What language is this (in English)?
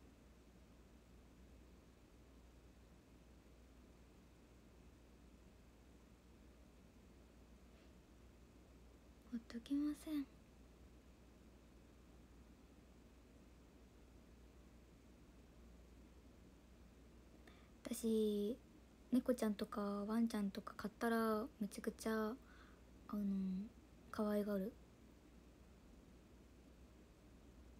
Japanese